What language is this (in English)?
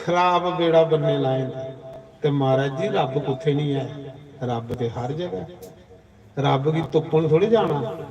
Dogri